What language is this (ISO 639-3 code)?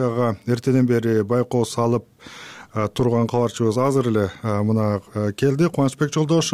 kir